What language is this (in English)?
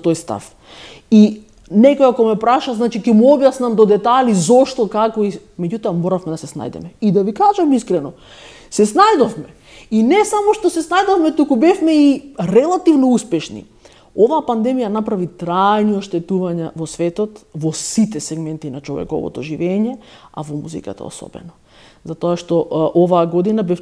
Macedonian